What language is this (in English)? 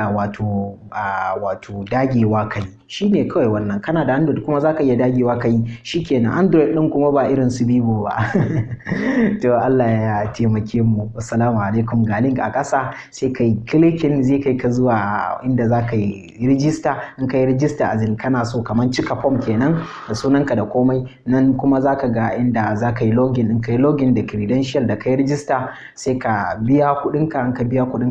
Hausa